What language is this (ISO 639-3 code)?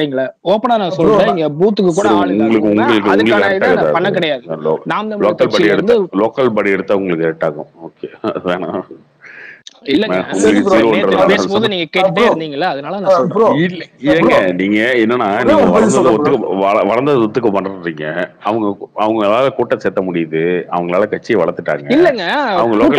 tam